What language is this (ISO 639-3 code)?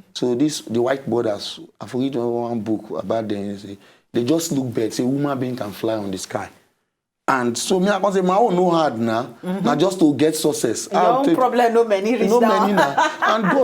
pcm